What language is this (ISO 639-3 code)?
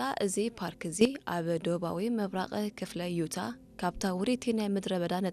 tir